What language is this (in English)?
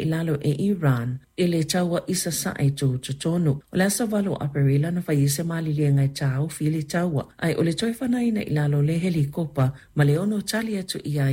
Samoan